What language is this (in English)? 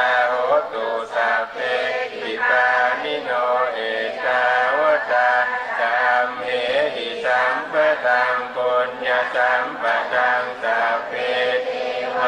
Thai